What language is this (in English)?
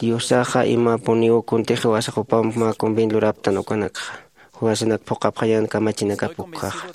Aymara